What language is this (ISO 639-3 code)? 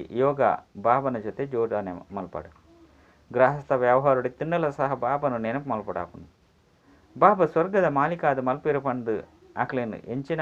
tcy